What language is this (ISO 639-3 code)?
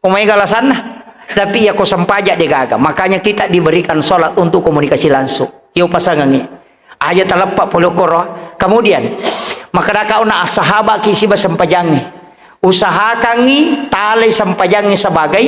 bug